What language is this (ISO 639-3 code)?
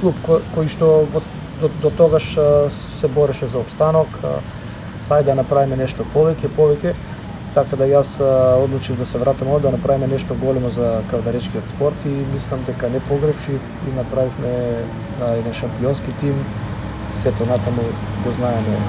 mkd